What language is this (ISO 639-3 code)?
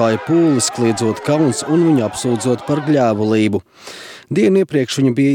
lav